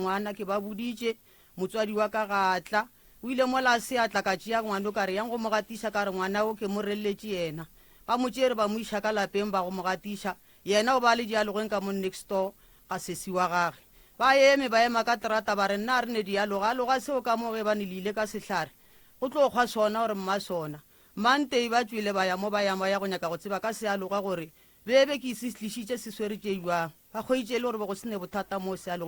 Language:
Northern Sotho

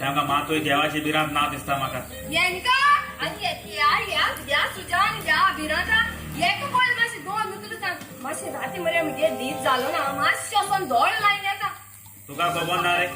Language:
Konkani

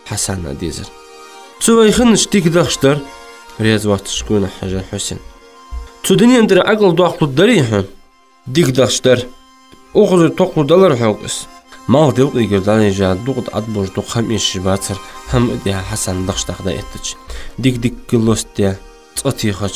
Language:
Ingush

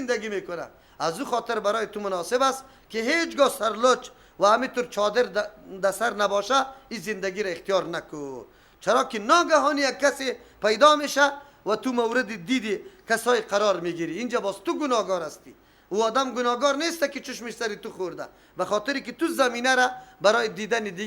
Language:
Persian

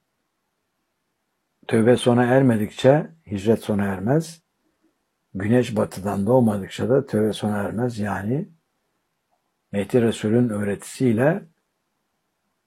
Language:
Turkish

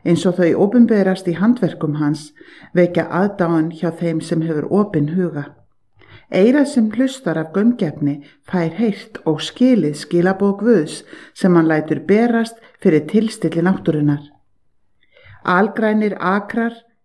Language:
Icelandic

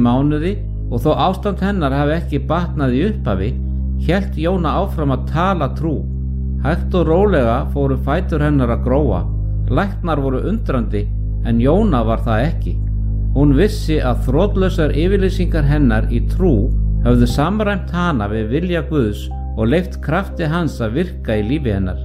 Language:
Icelandic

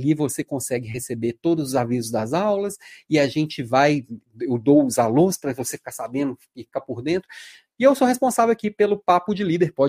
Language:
Portuguese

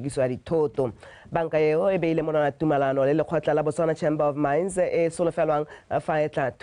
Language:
Tswana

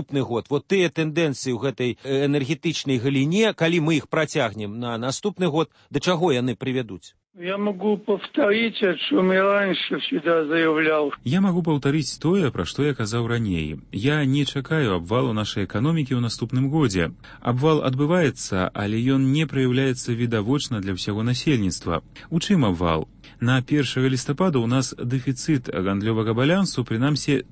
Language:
Belarusian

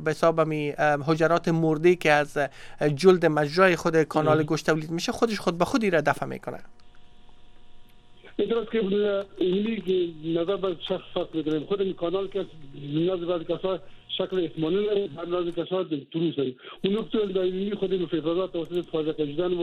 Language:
Persian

